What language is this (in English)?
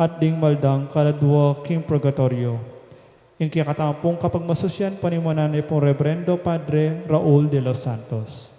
Pampanga